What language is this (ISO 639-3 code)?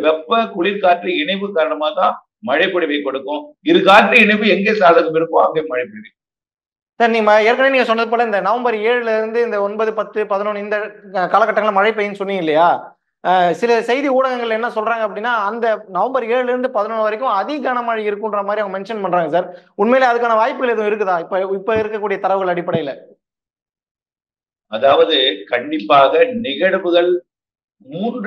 tam